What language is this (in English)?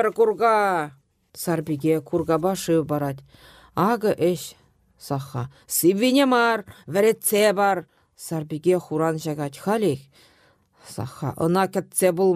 Chuvash